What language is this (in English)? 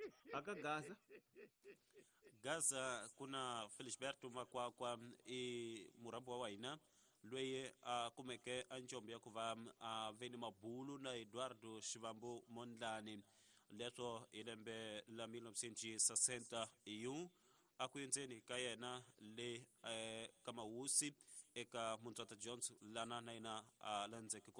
Tsonga